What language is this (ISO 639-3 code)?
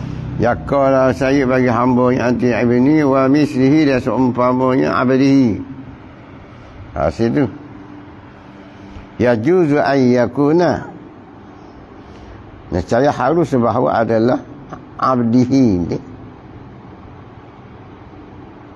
msa